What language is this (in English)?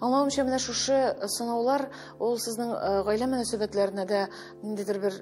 Tatar